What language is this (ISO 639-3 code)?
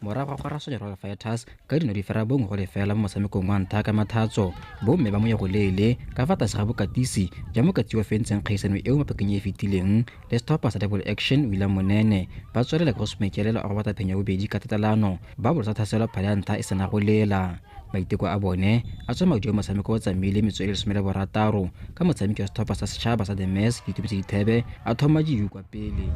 tsn